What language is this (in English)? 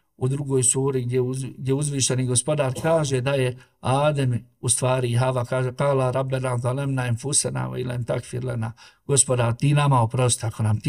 Bosnian